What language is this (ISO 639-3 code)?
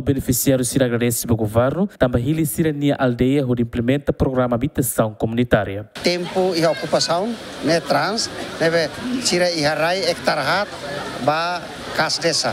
tet